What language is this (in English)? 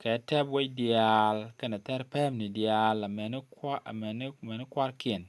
Nuer